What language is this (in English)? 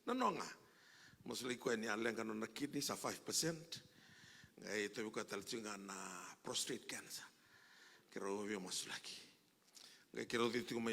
Fijian